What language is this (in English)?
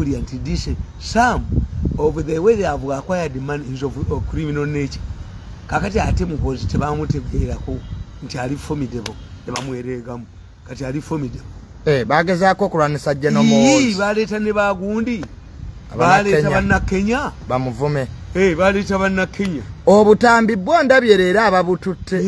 Ganda